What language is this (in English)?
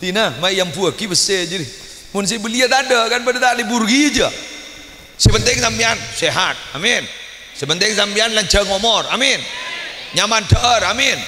Madurese